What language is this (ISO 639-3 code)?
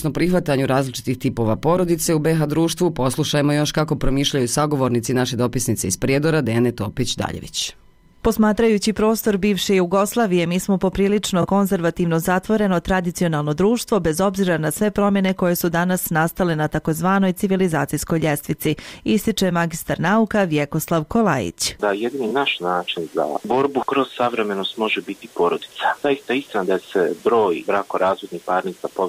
bos